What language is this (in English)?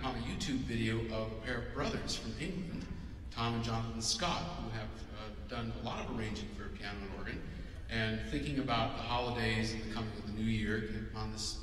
English